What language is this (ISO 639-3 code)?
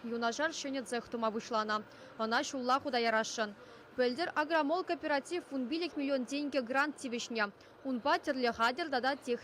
chv